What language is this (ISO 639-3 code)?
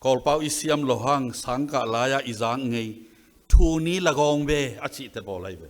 ctd